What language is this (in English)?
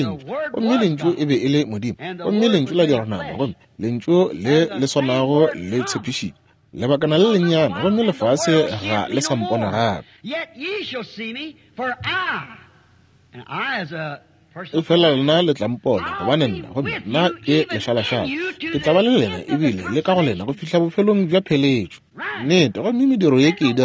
Northern Sotho